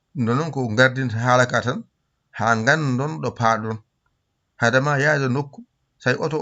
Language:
Fula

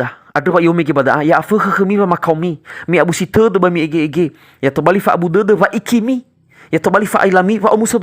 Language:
Nias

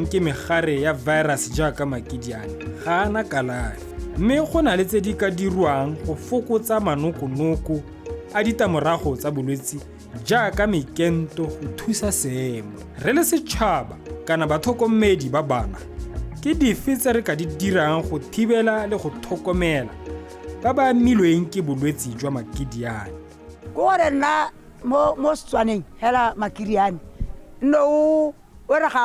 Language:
Tswana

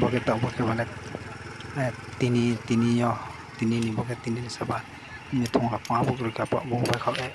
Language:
Riang (India)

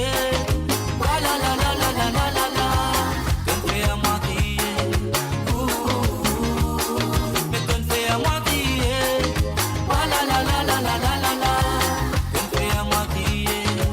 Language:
Morisyen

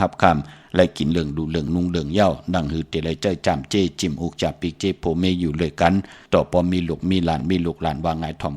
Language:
Shan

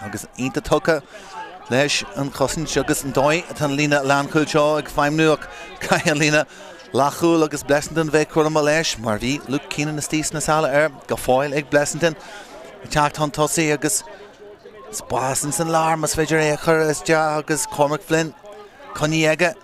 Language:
Irish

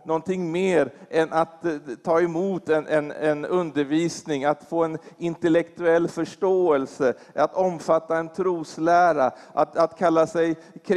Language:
Swedish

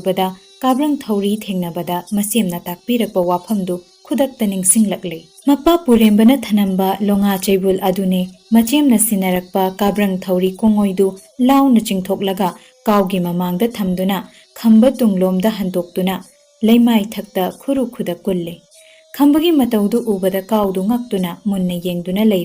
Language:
Manipuri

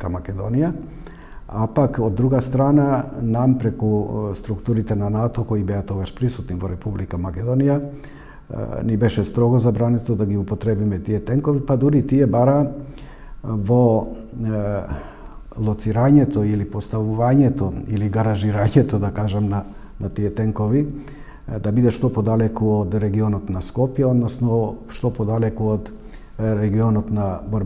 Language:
Macedonian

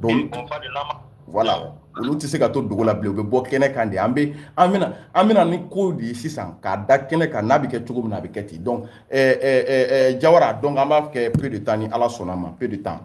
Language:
Bambara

